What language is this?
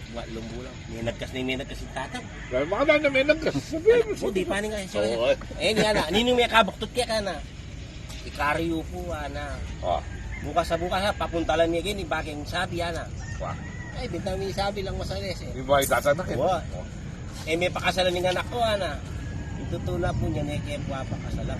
Pampanga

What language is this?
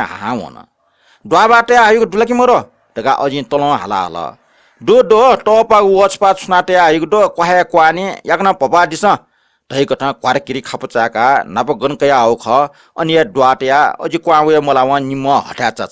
Newari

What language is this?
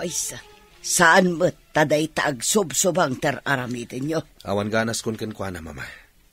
Iloko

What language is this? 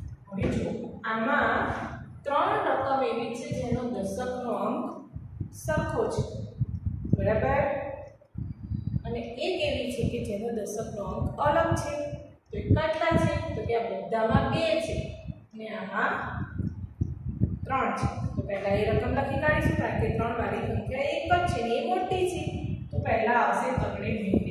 Gujarati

